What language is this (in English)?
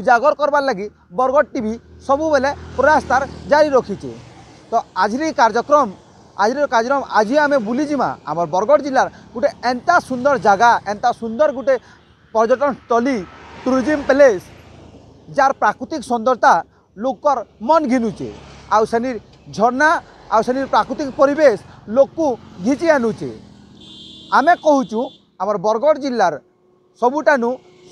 Sambalpuri